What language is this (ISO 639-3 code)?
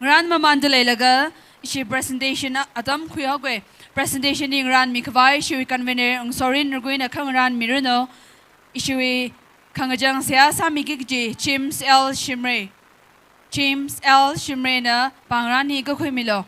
nmf